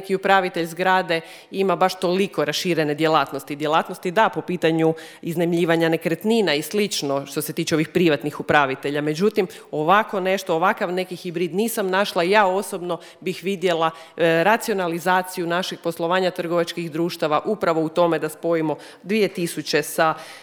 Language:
Croatian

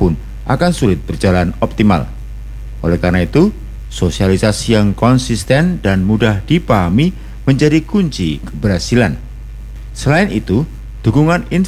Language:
Indonesian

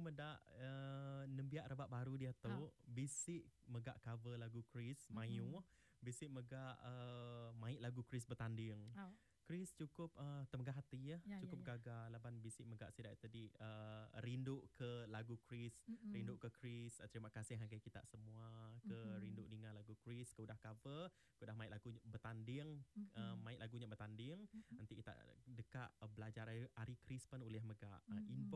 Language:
Iban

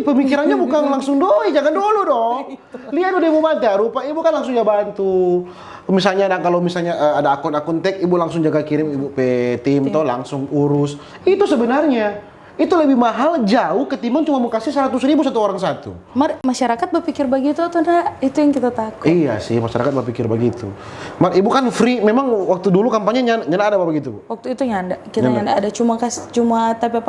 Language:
Manado Malay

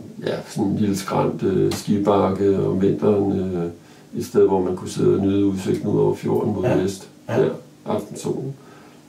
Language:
Danish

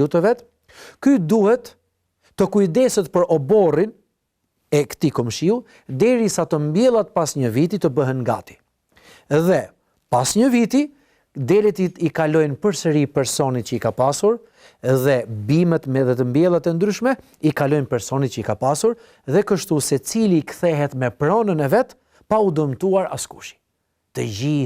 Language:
Albanian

